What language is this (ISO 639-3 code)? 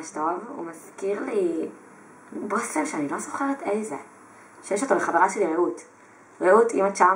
heb